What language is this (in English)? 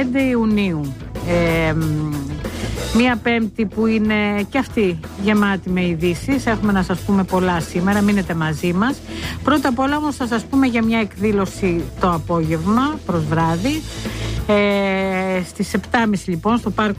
Greek